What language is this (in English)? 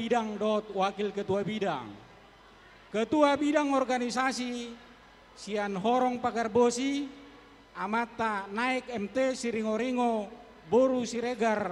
Batak Toba